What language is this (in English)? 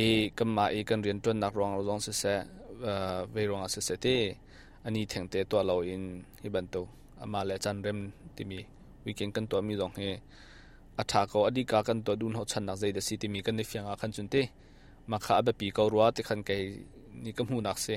Hakha Chin